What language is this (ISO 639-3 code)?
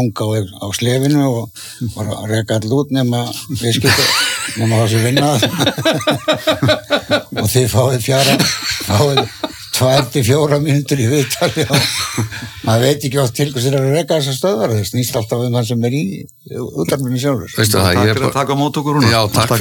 isl